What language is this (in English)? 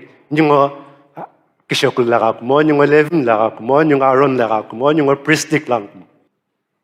Sumi Naga